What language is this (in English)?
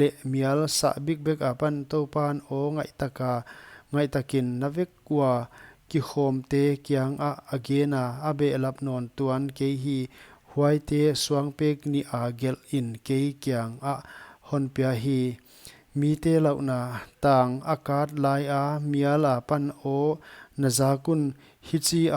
Paite Chin